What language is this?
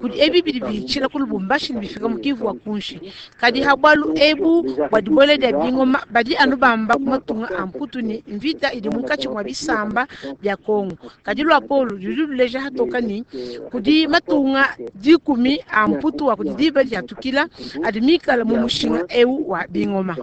Luba-Lulua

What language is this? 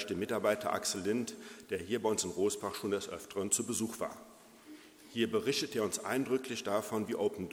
German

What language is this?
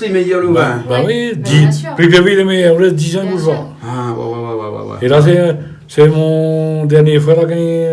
Réunion Creole French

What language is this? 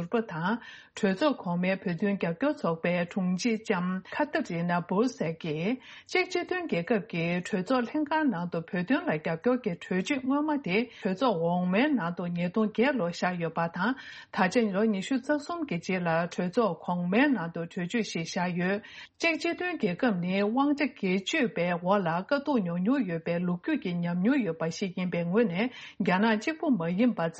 Tibetan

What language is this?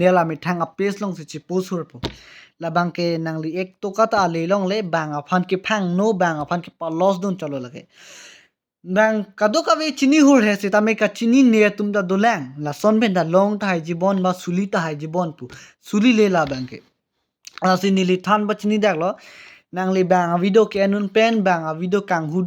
Karbi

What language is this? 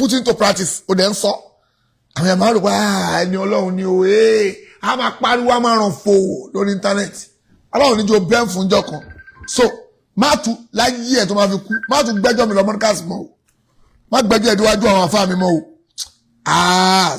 Yoruba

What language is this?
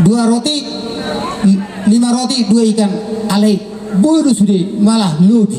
Batak Toba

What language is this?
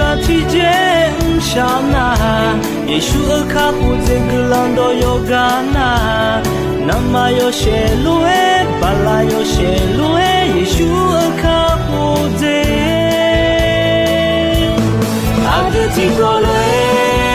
Akha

